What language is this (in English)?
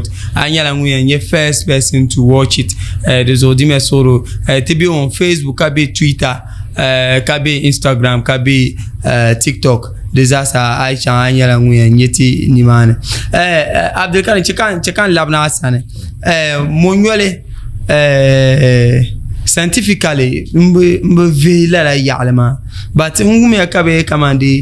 Dagbani